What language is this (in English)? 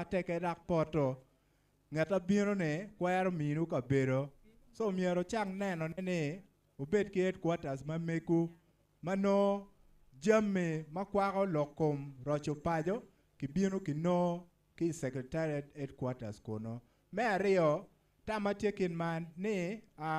Acoli